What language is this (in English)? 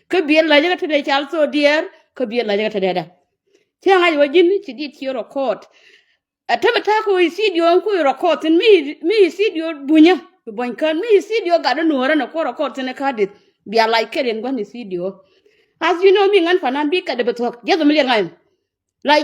Nuer